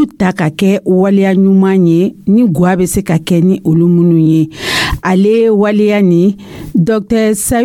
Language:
Dyula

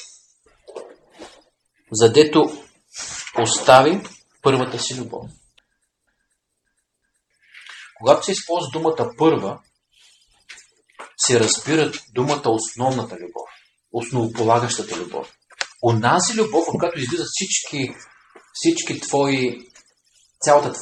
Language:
Bulgarian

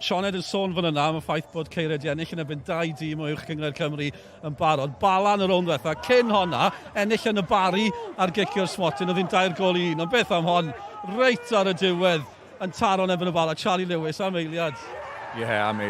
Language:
Welsh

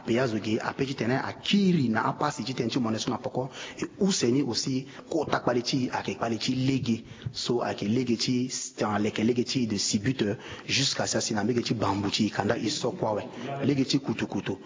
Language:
Sango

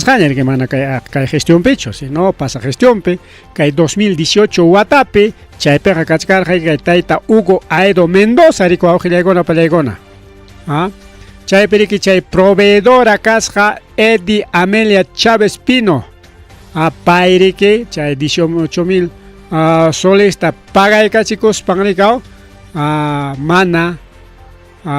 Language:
Ayacucho Quechua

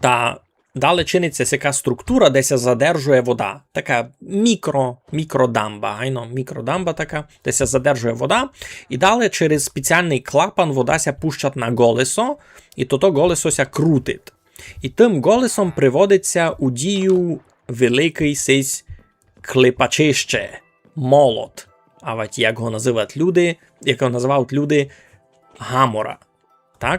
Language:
Rusyn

